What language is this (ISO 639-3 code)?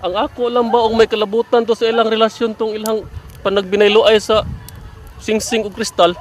ceb